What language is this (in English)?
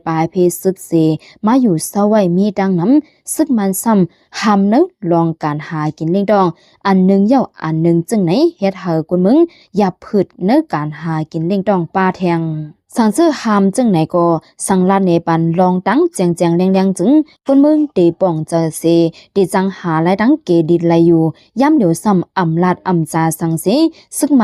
Shan